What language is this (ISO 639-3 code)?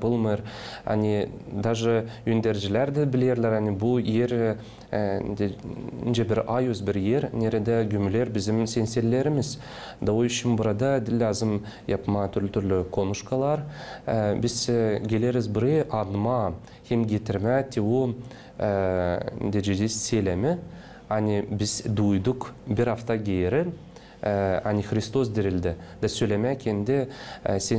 gag